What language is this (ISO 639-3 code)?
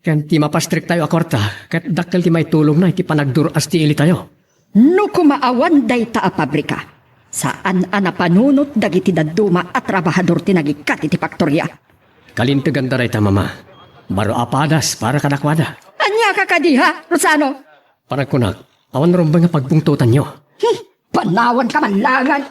ilo